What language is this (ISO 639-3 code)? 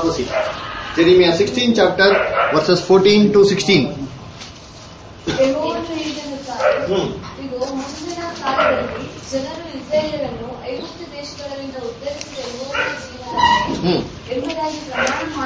kan